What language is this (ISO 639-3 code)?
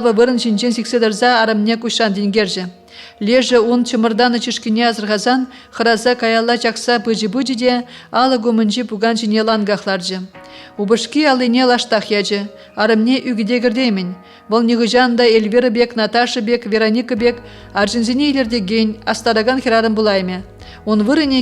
chv